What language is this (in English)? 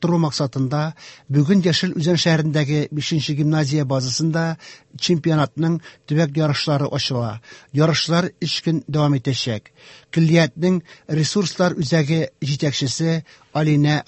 Tatar